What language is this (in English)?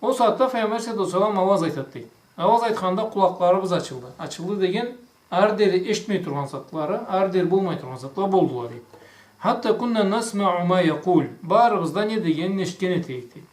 Karachay-Balkar